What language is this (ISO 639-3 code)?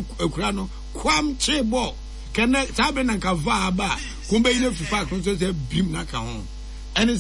aka